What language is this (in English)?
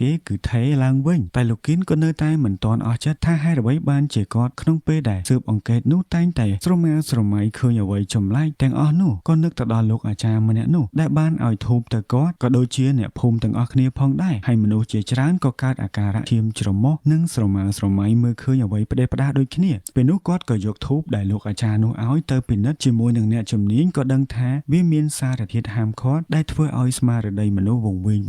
Khmer